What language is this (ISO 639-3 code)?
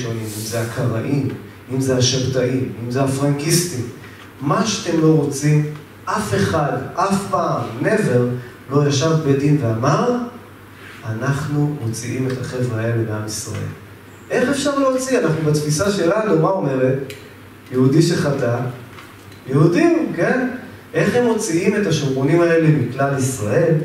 heb